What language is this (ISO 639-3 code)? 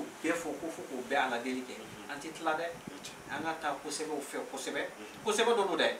bam